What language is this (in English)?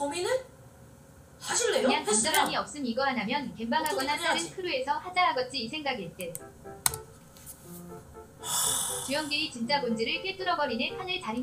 Korean